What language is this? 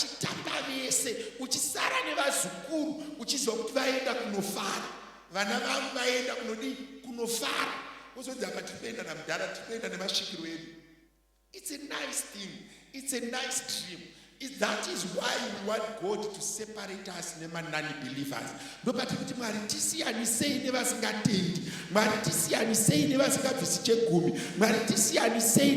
Shona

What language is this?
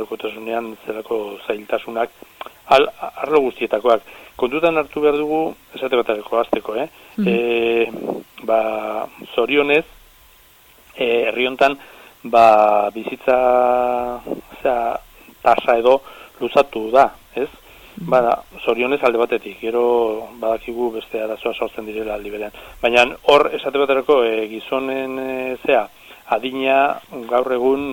Basque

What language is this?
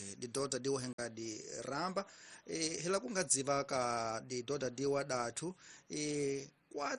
Tsonga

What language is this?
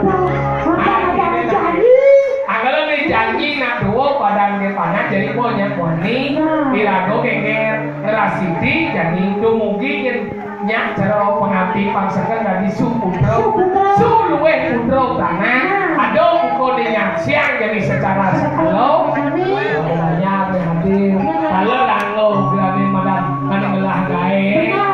Balinese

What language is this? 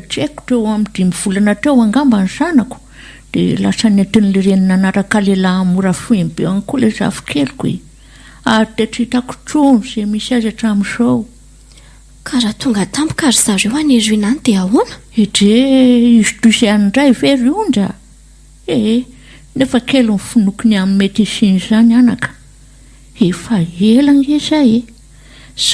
Malagasy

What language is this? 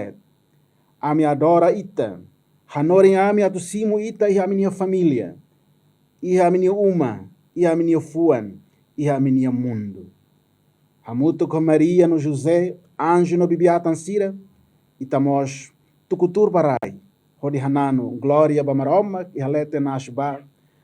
Tetum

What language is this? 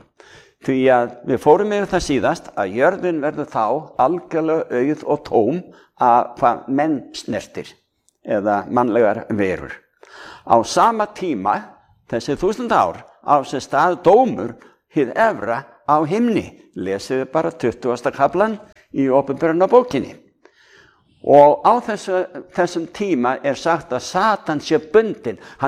Icelandic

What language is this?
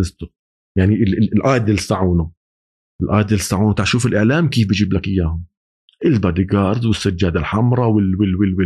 North Levantine Arabic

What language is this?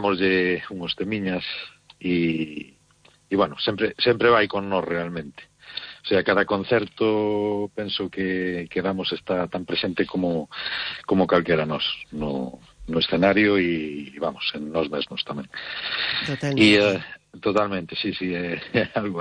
Galician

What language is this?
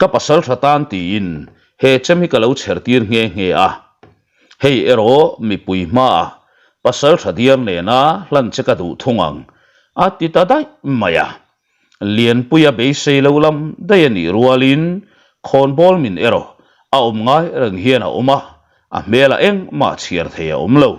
Mizo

